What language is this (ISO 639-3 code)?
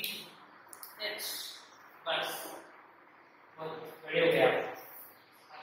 hin